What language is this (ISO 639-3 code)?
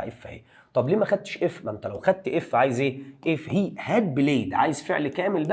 arz